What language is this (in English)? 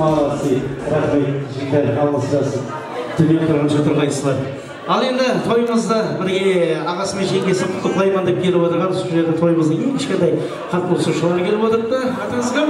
Kara-Kalpak